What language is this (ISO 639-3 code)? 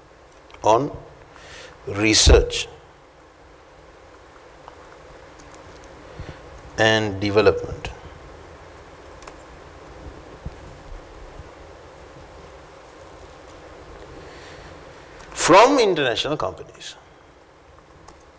eng